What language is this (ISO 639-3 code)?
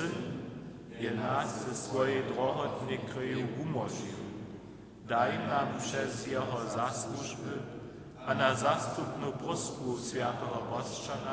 hsb